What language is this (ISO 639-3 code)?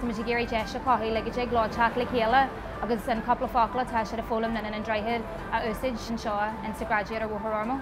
gle